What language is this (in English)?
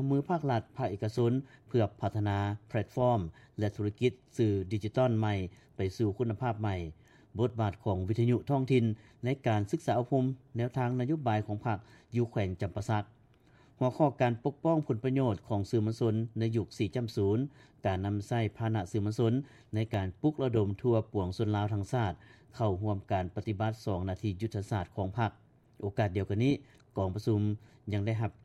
Lao